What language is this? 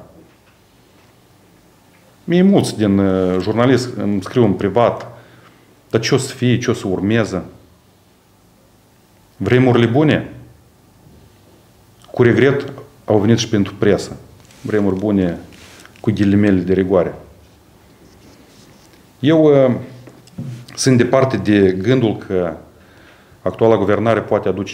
Romanian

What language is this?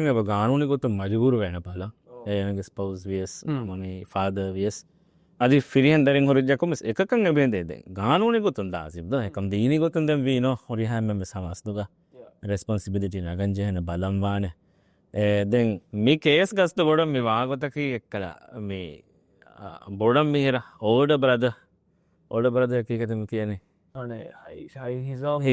Divehi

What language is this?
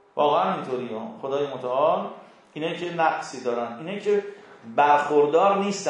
Persian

